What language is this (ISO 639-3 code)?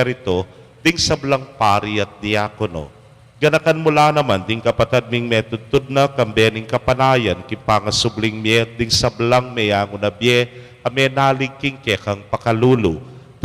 pam